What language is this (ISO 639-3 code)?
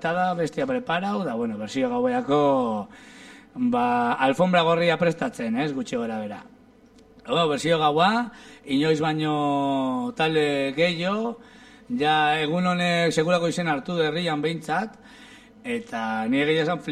eus